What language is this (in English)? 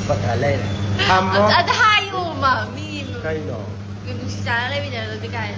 Manipuri